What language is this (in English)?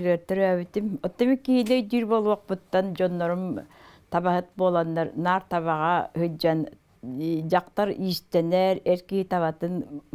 Yakut